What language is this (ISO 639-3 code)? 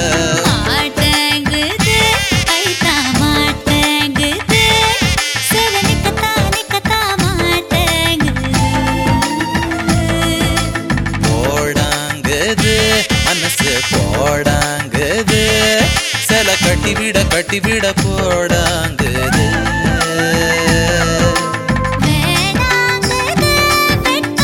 tam